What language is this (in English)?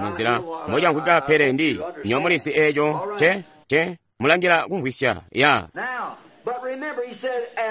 Tonga (Zambia)